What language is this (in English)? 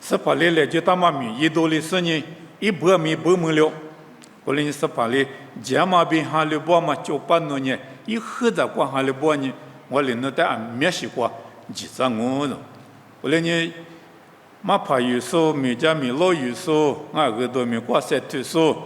Lisu